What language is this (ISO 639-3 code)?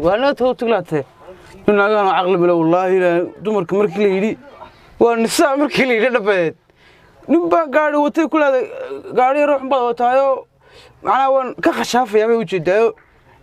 som